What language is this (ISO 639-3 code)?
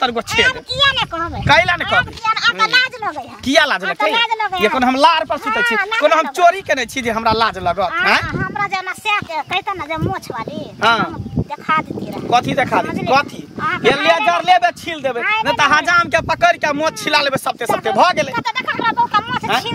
mai